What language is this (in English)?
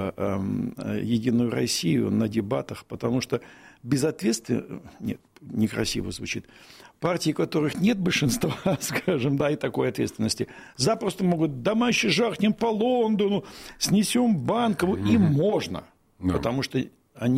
Russian